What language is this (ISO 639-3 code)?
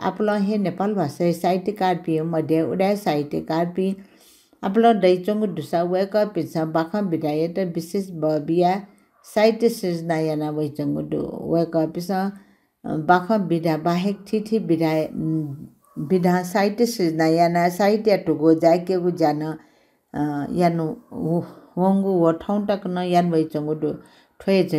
new